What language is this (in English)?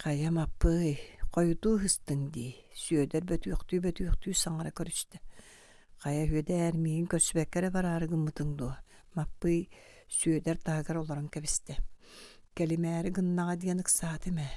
Yakut